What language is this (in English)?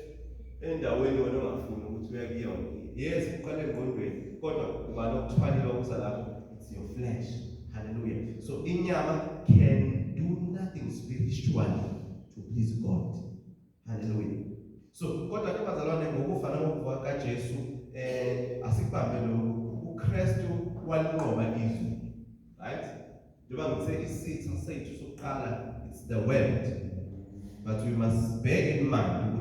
Zulu